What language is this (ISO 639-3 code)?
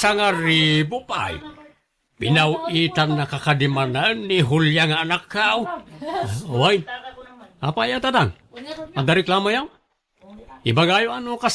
ilo